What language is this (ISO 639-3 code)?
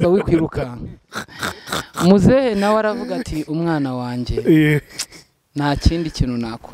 kin